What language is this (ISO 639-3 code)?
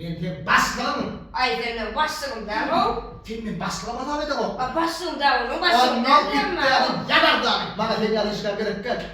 tuk